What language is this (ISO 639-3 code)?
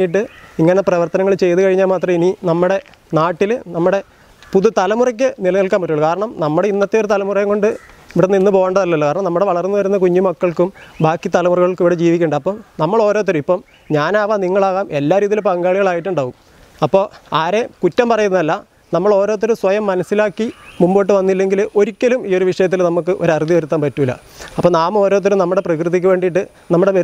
mal